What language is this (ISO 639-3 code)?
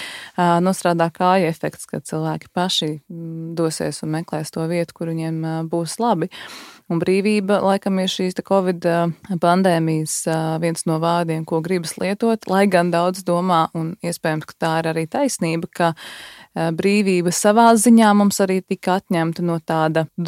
lav